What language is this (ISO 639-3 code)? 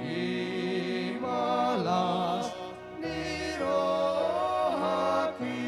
bbc